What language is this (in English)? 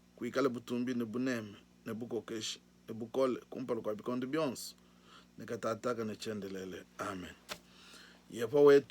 Luba-Lulua